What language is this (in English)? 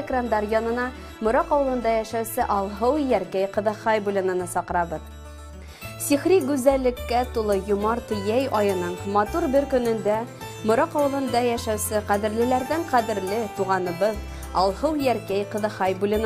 Bashkir